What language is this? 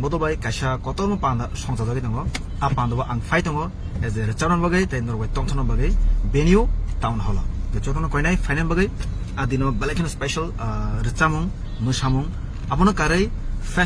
Kok Borok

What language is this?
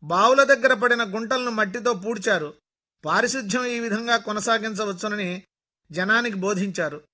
Telugu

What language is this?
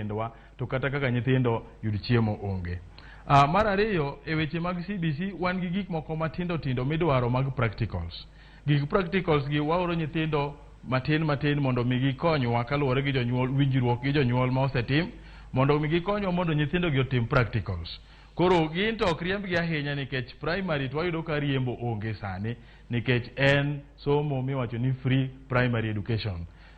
Luo (Kenya and Tanzania)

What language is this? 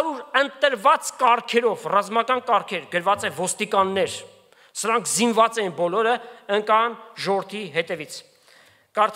Armenian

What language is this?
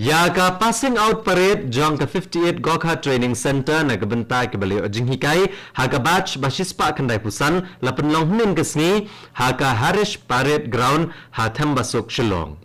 Khasi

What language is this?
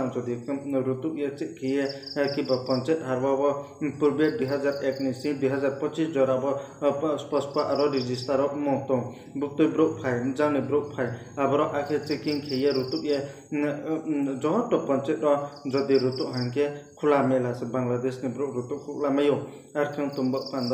Riang (India)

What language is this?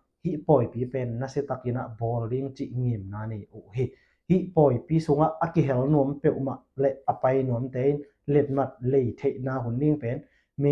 Tedim Chin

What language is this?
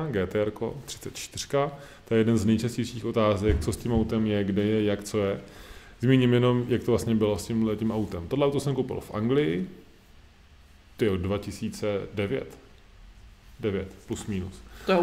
Czech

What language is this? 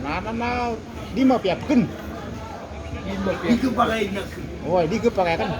Maranao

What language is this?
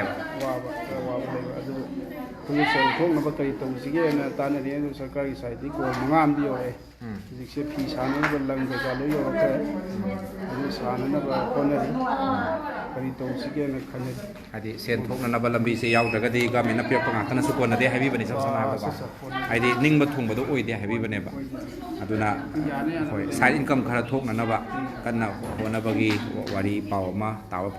Manipuri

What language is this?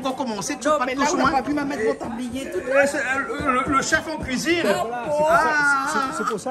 Réunion Creole French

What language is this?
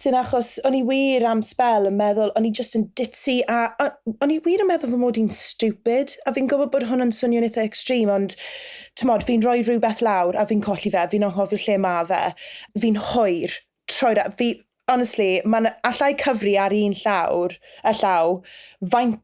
Welsh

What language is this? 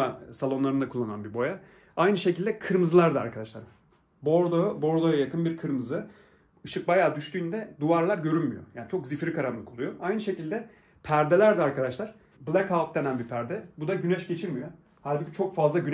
Turkish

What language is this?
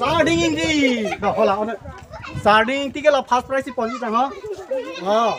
Karbi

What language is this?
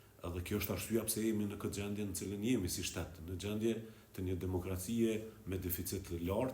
Albanian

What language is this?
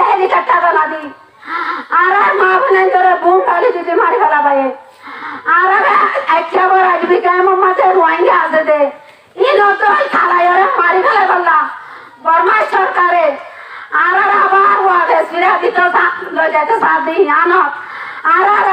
Rohingya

